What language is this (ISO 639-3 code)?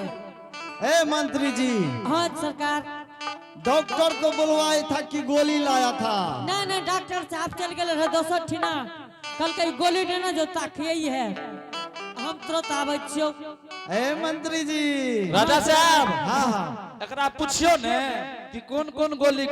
anp